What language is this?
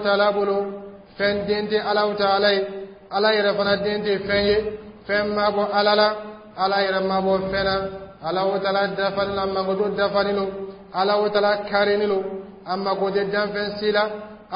Dyula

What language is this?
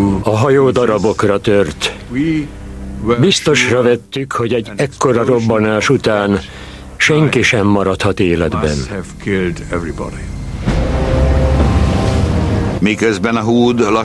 Hungarian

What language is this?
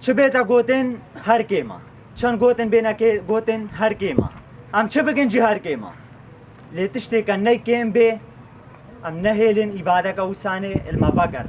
Kurdish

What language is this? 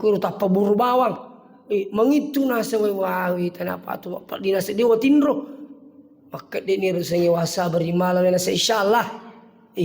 Buginese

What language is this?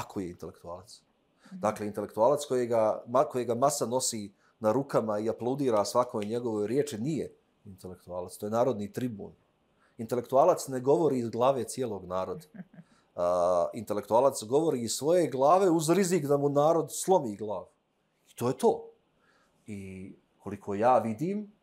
Serbian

